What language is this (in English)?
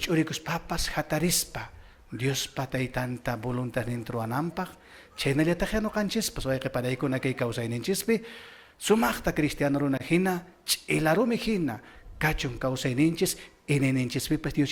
Quechua